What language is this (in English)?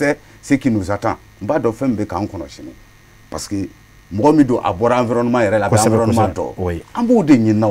Bambara